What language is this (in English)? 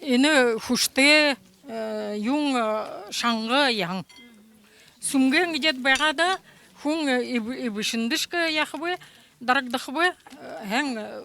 Buriat